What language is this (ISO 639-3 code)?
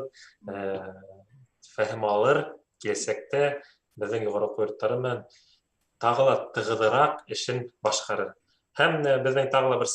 bak